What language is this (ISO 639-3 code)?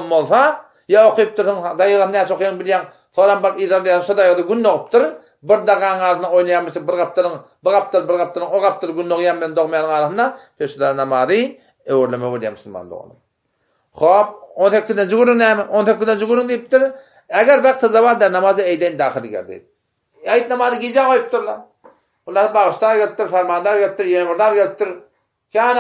tuk